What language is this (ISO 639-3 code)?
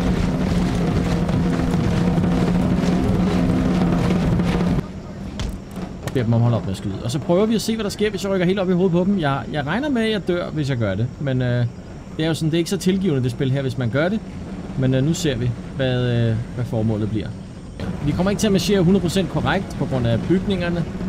dan